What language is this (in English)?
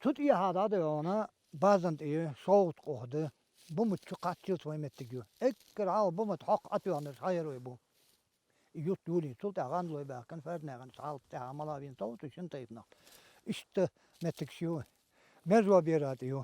Chechen